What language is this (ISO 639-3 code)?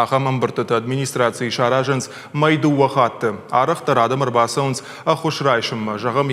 oss